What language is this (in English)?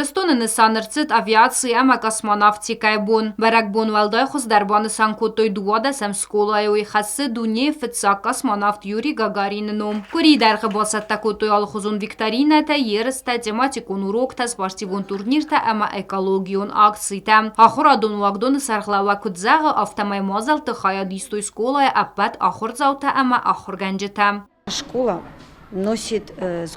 Ossetic